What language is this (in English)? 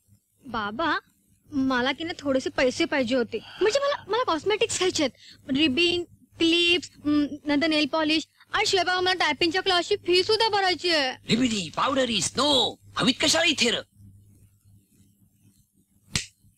Marathi